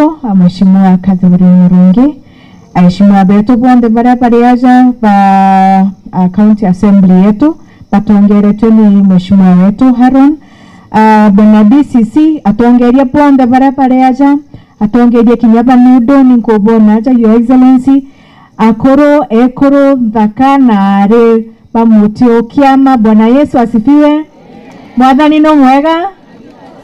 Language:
Meru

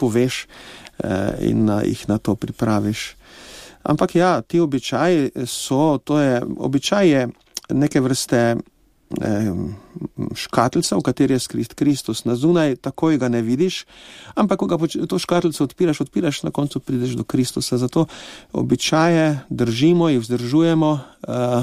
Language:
Slovenian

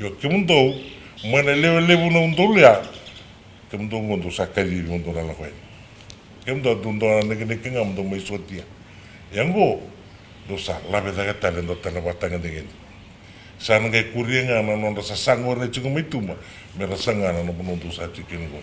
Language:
Fijian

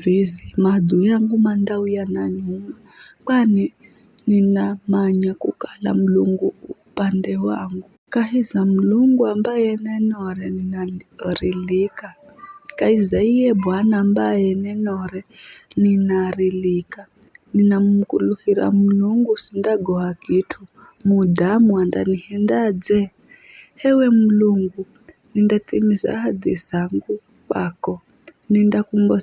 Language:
Giryama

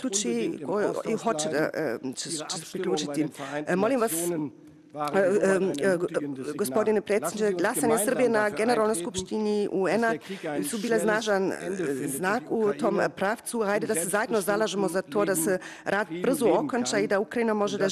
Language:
Serbian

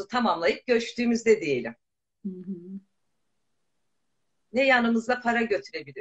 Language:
Turkish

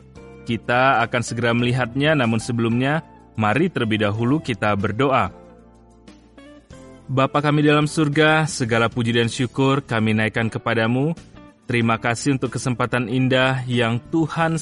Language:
Indonesian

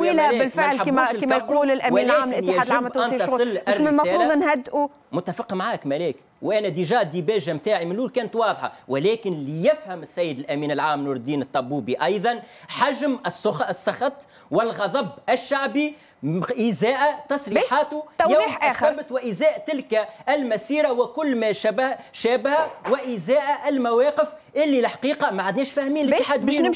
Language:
Tunisian Arabic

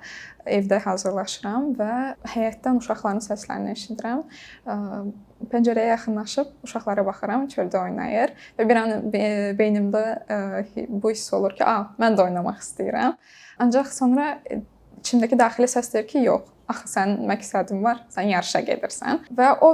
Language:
Azerbaijani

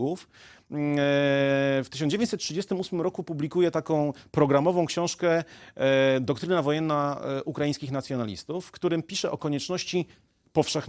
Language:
Polish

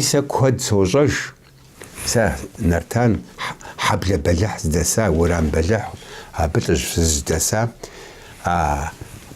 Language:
Kabardian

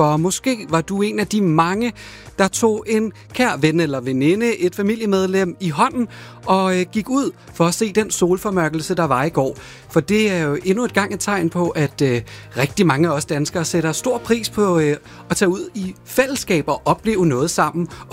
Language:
Danish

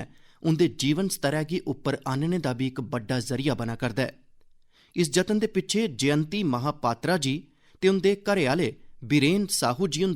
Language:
Dogri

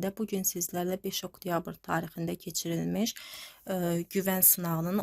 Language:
Azerbaijani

